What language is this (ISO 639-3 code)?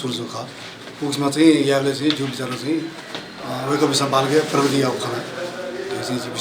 new